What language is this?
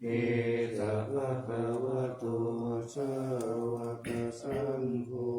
Pali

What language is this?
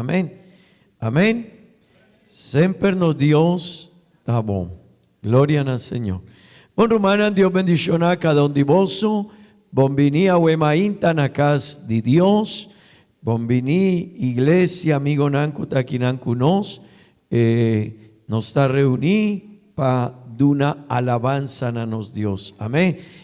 Papiamento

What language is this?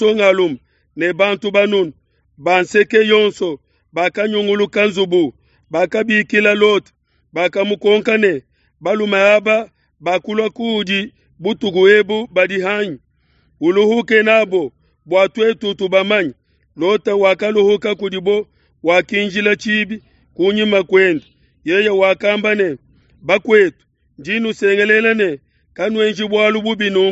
Luba-Lulua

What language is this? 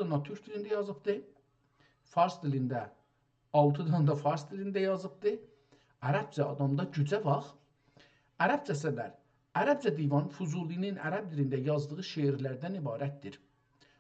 South Azerbaijani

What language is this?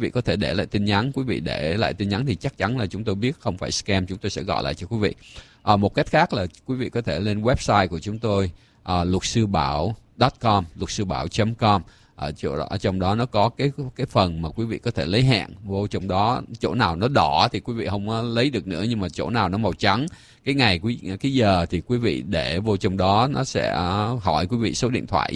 Vietnamese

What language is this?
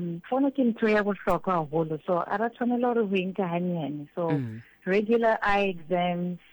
Southern Sotho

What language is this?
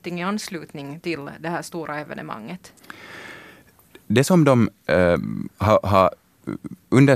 Swedish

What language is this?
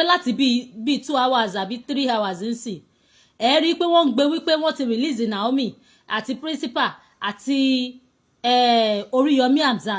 Yoruba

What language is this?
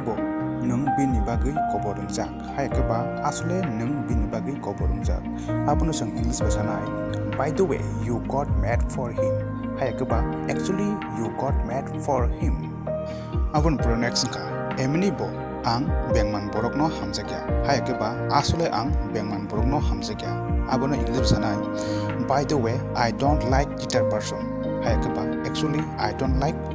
Kok Borok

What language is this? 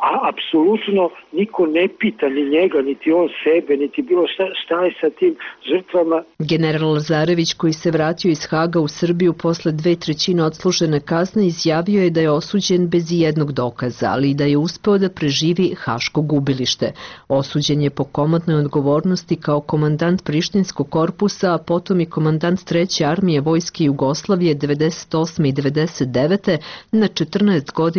Serbian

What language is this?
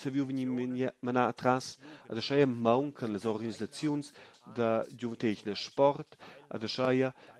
Romansh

